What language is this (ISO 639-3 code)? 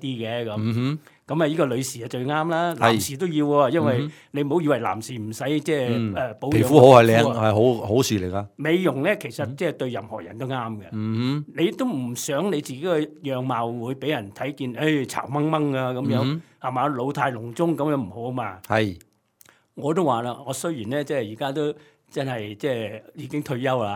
yue